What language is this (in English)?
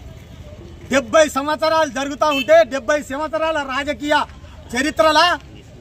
Telugu